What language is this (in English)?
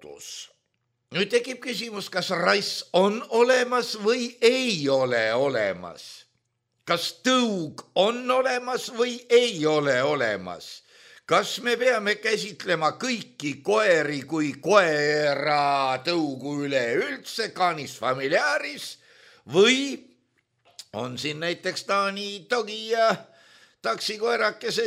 Estonian